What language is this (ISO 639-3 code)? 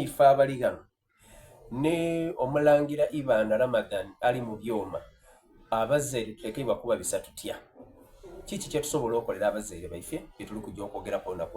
xog